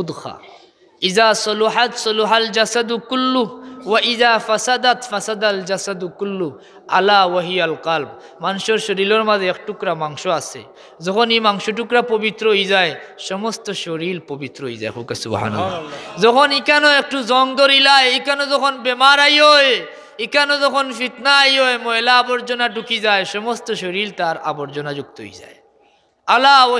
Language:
Sylheti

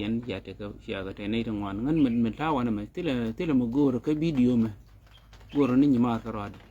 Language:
Nuer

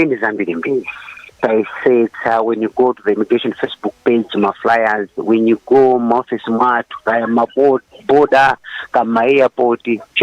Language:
Nyanja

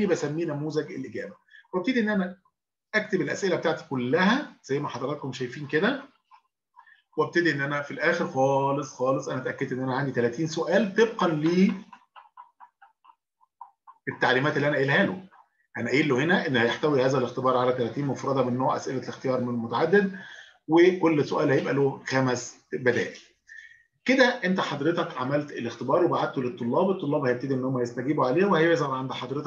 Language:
Egyptian Arabic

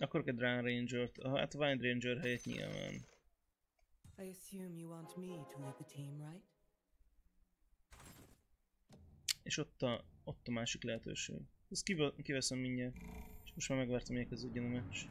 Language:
Hungarian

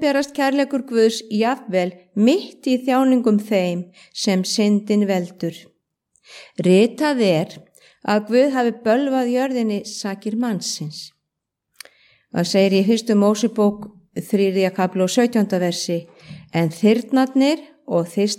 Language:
Icelandic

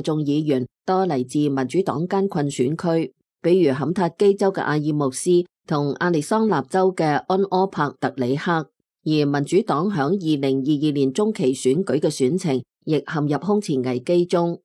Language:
Cantonese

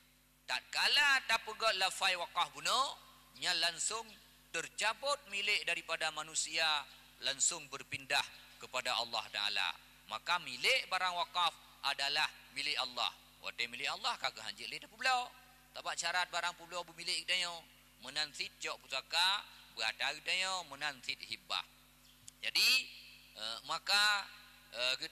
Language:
Achinese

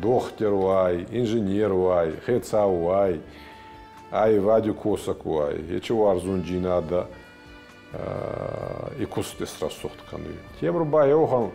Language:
Ossetic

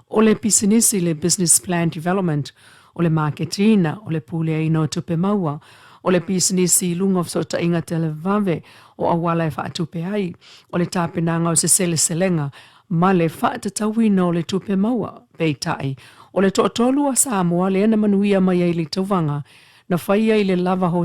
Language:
Samoan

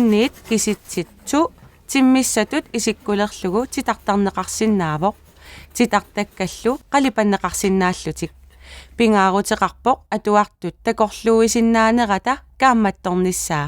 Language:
Kalaallisut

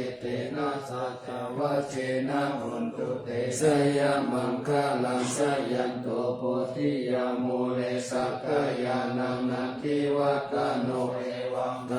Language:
Pali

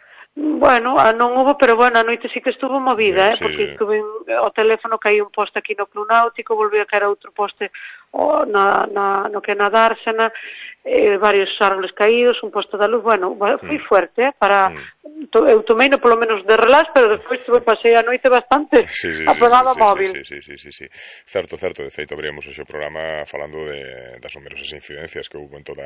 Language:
Galician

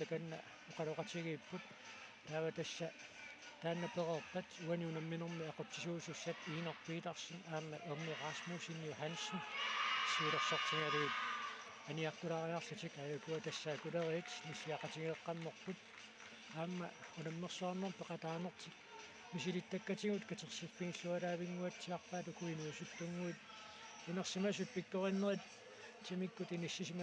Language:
Kalaallisut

